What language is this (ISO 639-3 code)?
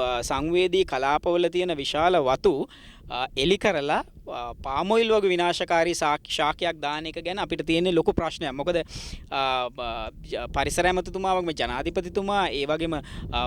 sin